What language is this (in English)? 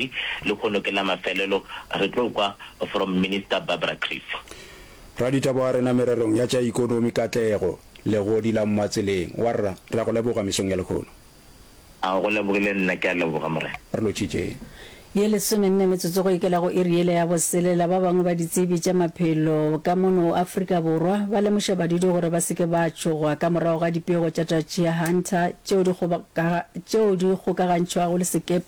Northern Sotho